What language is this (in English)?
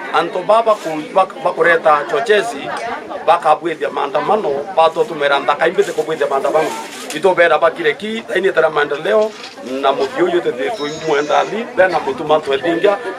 Meru